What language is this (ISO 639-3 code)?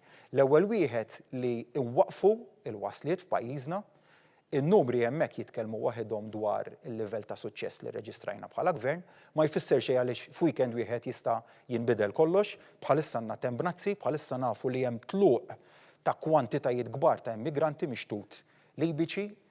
mlt